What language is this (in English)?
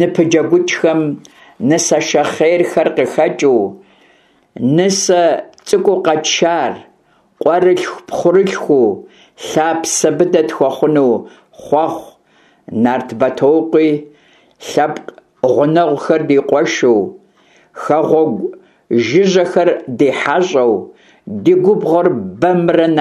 Kabardian